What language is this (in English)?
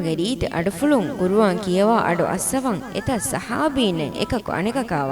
Divehi